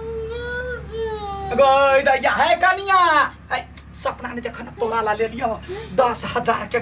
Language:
Maithili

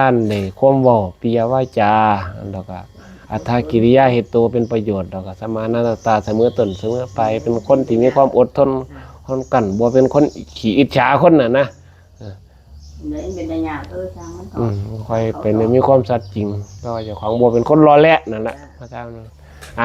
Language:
Northeastern Thai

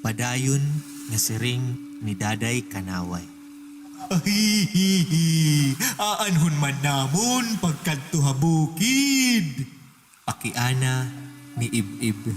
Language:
Waray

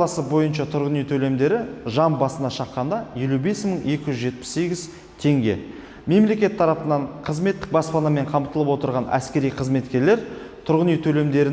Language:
Kazakh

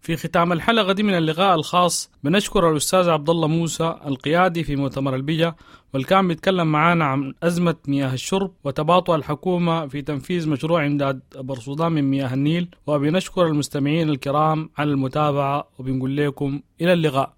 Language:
Sudanese Arabic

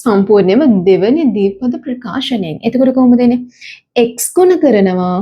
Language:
Sinhala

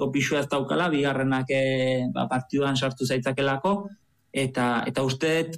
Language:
Basque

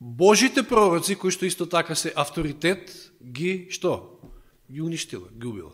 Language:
Macedonian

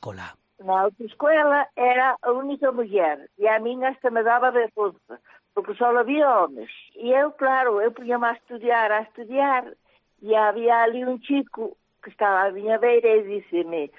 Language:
Galician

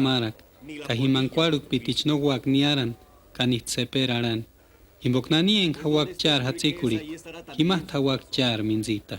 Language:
Purepecha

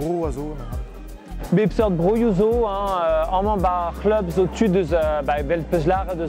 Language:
Breton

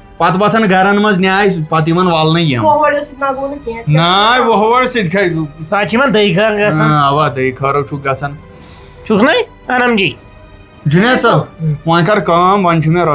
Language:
Kashmiri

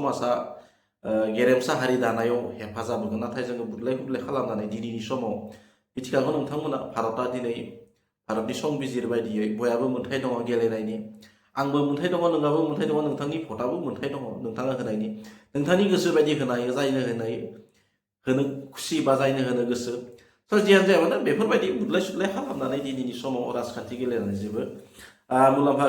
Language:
Bodo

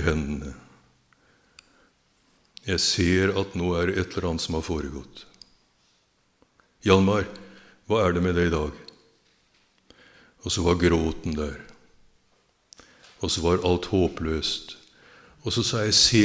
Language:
Norwegian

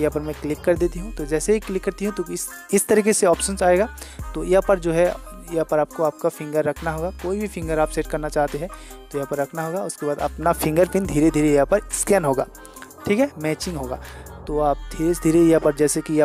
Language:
Hindi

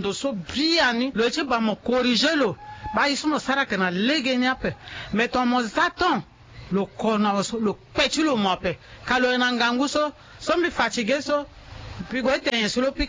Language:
Sango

